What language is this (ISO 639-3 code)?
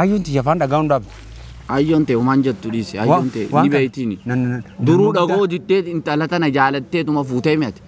orm